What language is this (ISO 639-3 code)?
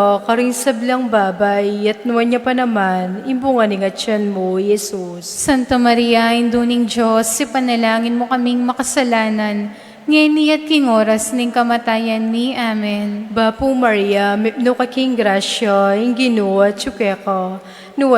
pam